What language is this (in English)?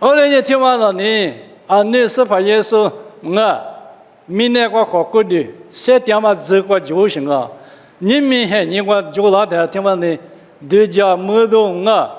Lisu